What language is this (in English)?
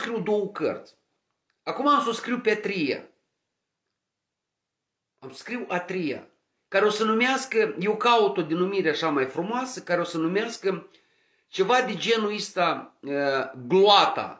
Romanian